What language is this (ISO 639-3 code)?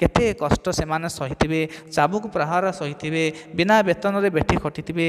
ori